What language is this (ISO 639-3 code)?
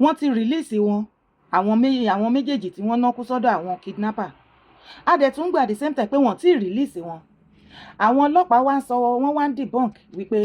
yor